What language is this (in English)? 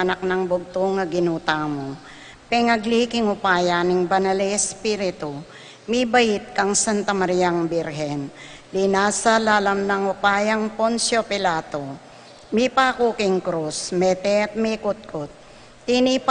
Pampanga